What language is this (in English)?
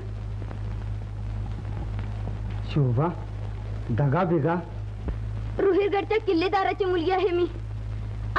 Marathi